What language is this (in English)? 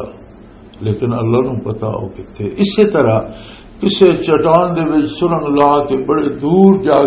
Western Panjabi